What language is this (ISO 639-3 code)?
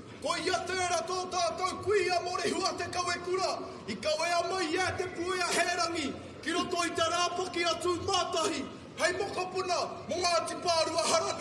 mri